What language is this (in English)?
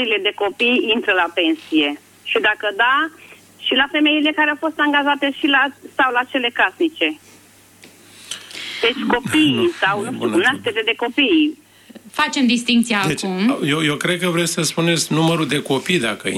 Romanian